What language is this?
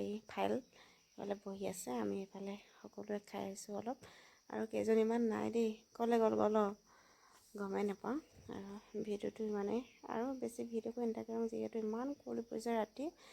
Assamese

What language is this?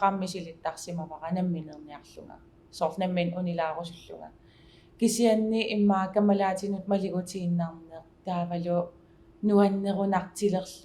Kalaallisut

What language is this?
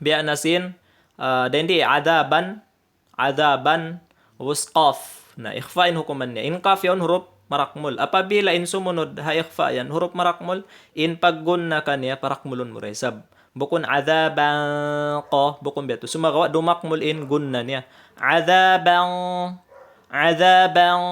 Tausug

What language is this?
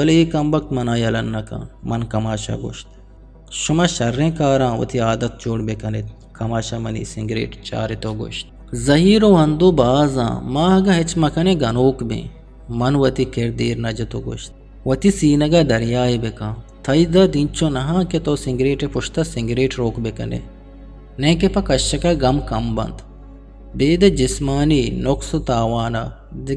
Eastern Balochi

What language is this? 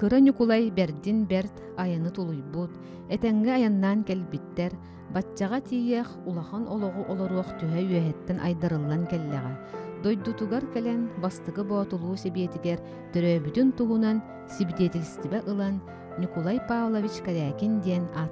Yakut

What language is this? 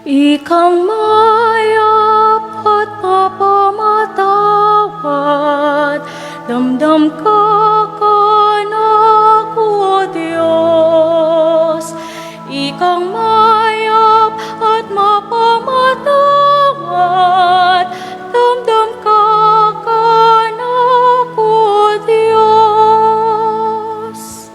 Pampanga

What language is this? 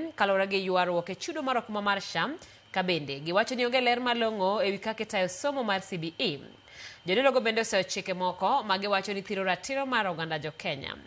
Luo (Kenya and Tanzania)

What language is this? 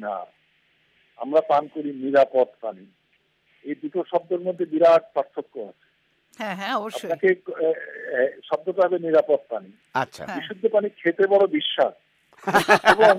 Bangla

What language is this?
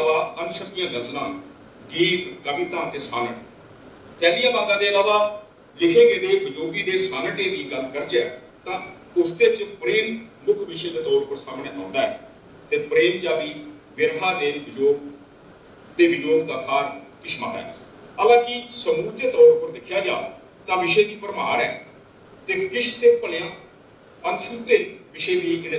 Dogri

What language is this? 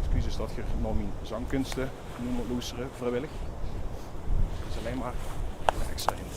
Limburgish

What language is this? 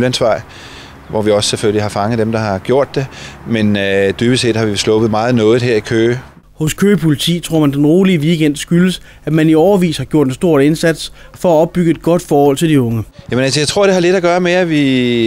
Danish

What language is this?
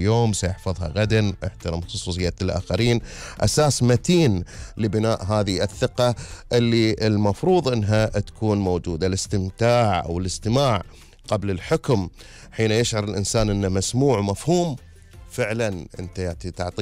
Gulf Arabic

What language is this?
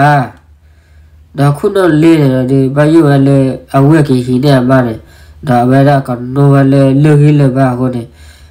S'gaw Karen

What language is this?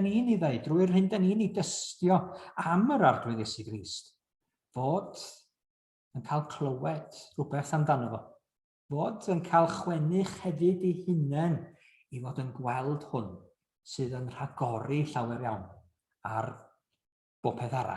Welsh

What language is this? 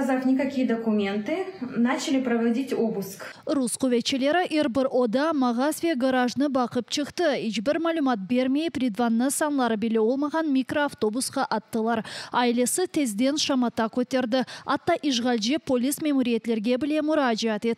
Crimean Tatar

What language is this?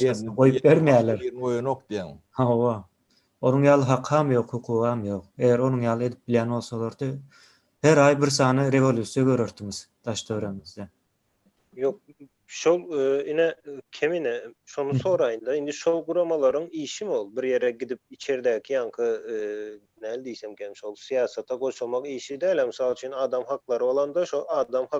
Turkmen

